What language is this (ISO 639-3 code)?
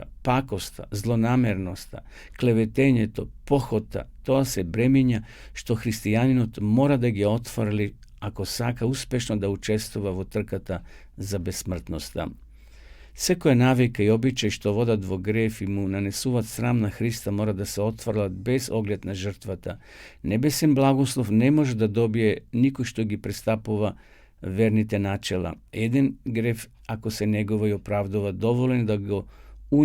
mkd